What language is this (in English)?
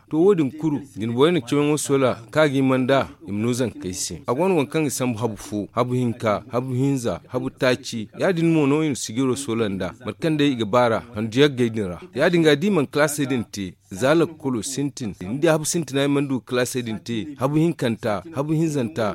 Zarma